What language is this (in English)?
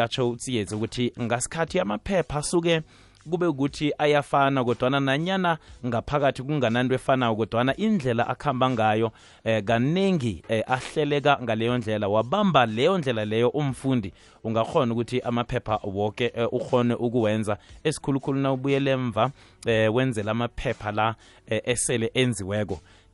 South Ndebele